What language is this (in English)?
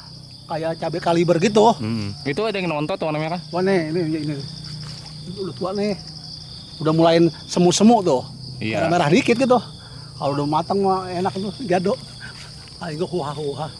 Betawi